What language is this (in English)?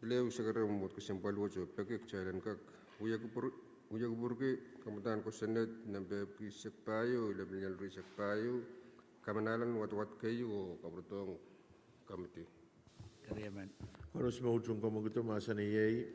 Pohnpeian